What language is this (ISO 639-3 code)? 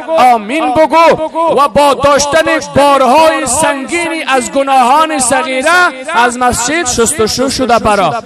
fas